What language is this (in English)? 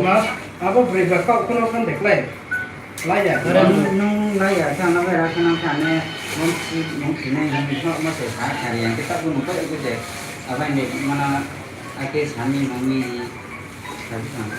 Riang (India)